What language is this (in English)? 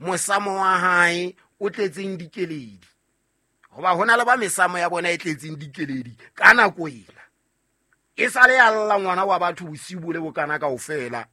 Southern Sotho